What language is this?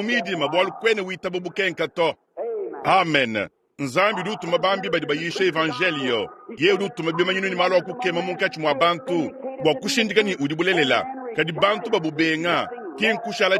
Luba-Lulua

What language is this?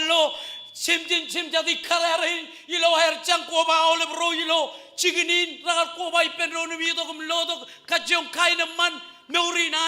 Marshallese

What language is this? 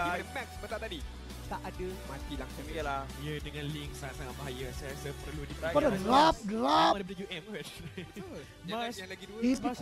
Malay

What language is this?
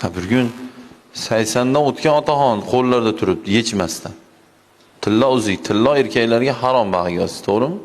Uzbek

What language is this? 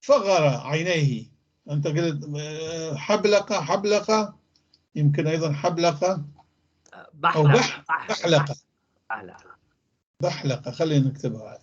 North Levantine Arabic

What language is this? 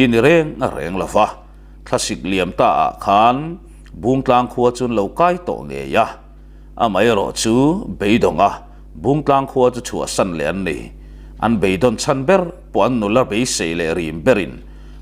Mizo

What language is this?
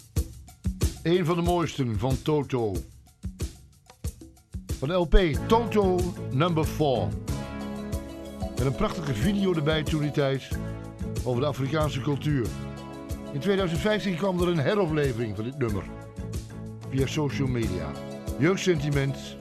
Dutch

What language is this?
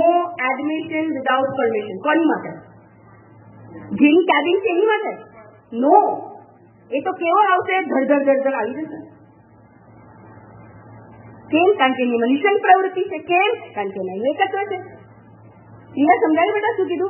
Gujarati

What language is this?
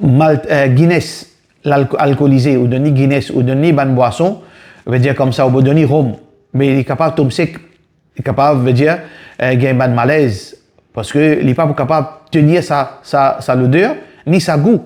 Morisyen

